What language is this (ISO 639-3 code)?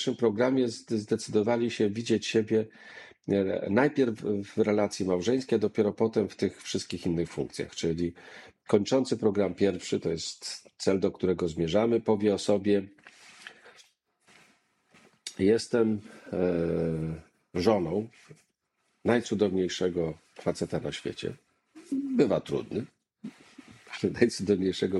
pol